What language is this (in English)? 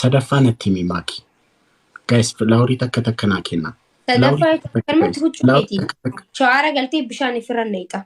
Oromo